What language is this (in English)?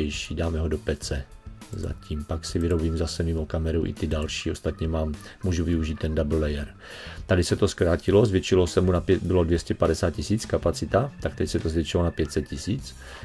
Czech